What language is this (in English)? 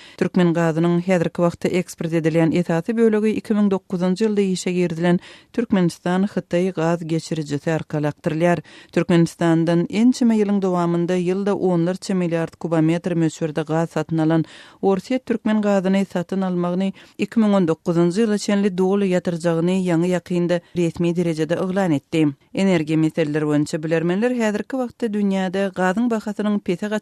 Turkmen